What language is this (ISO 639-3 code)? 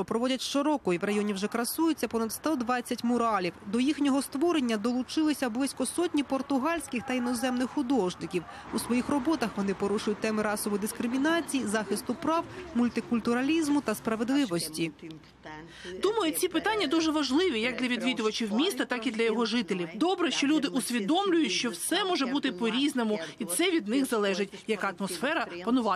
ukr